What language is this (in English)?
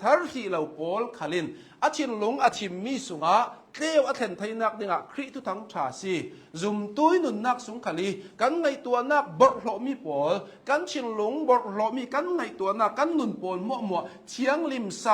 Hakha Chin